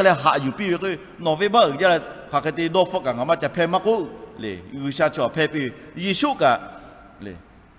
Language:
Lahu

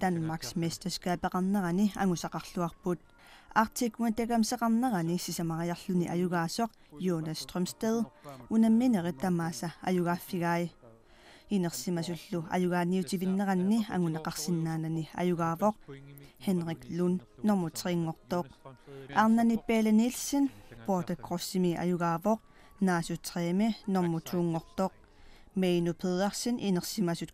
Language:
Kalaallisut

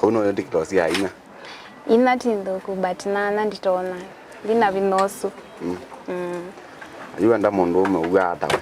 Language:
Kamba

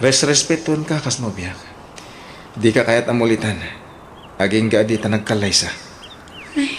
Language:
Iloko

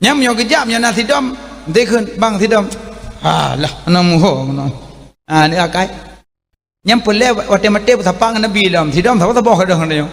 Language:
Achinese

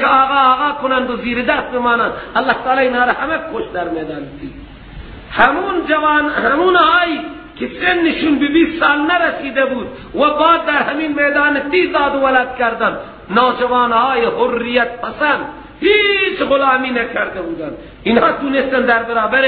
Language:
Persian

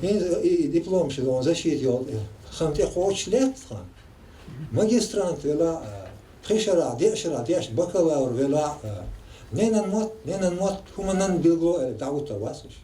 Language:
Chechen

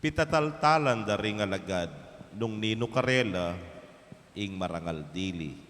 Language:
Pampanga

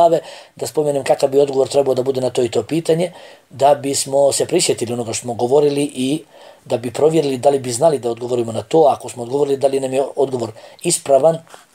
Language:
Bosnian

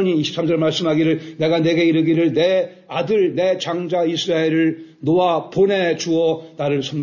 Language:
Korean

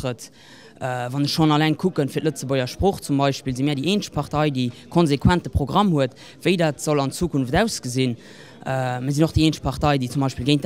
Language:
Luxembourgish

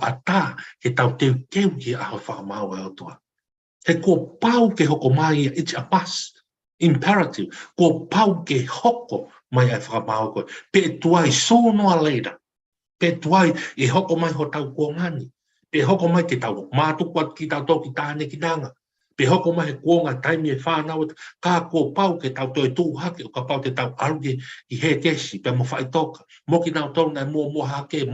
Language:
Tongan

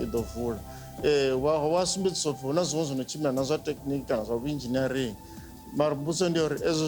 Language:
Venda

